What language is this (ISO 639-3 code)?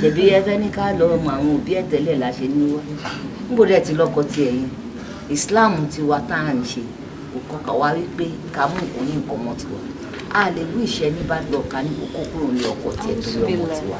yor